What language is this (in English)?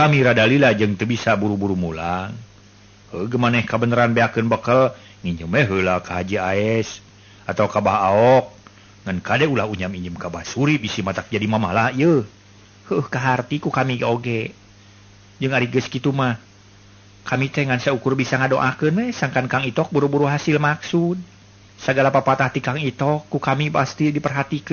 Sundanese